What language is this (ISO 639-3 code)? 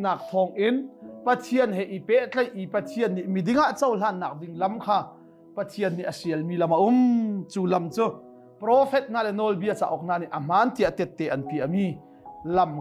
cnh